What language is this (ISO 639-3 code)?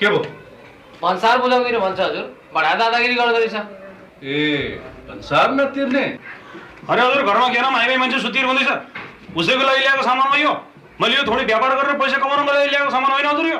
nep